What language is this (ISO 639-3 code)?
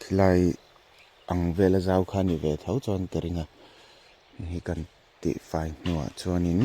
lus